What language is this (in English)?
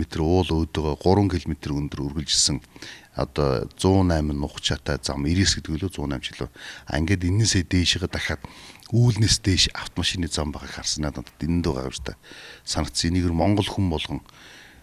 Mongolian